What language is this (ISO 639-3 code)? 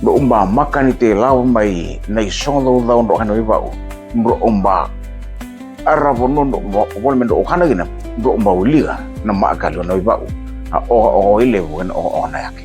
fij